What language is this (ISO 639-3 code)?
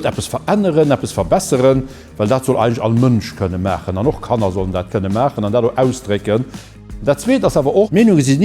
ltz